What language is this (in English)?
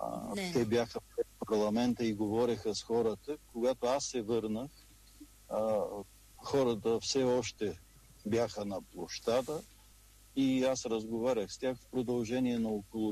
Bulgarian